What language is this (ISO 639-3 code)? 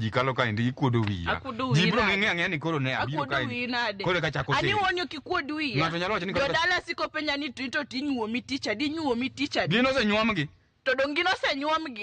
luo